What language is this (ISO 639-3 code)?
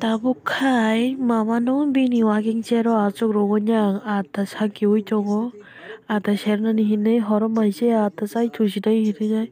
trp